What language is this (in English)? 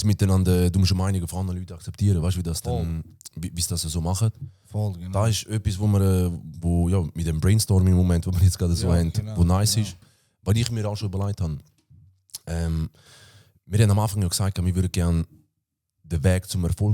Swiss German